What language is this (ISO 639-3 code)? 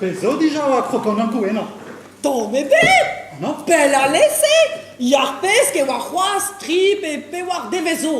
bre